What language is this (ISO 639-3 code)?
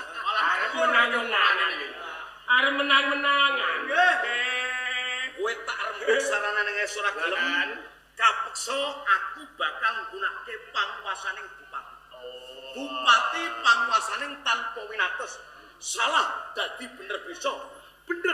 jav